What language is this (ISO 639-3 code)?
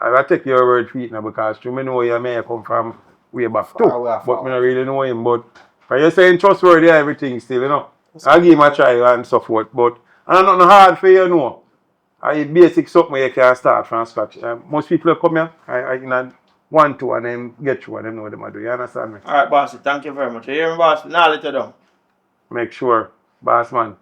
jam